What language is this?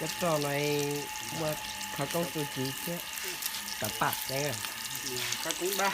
Hmong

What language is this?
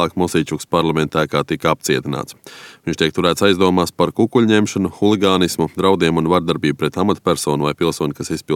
Latvian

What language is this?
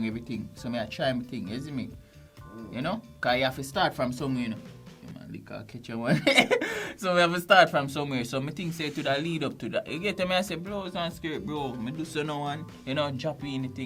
Jamaican Creole English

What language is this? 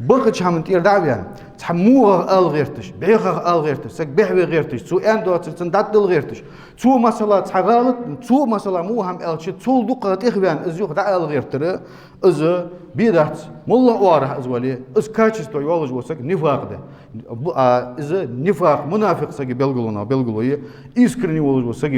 Ingush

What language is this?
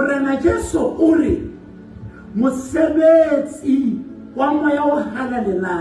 Southern Sotho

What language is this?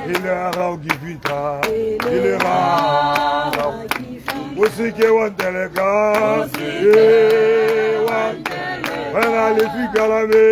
Tswana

